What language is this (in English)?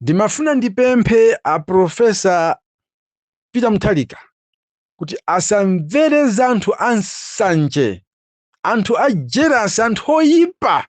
Nyanja